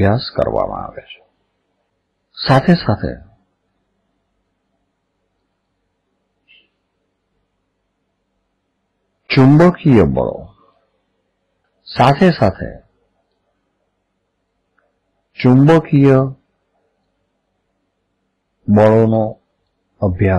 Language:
Gujarati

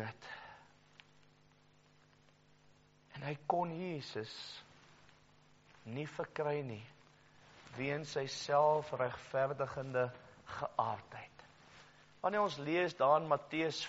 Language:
Afrikaans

